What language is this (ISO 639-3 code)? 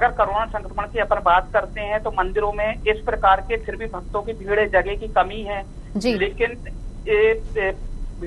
hin